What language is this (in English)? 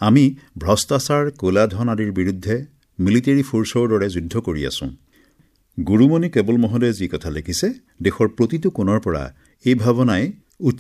Assamese